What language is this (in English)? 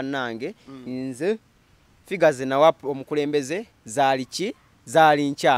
Ganda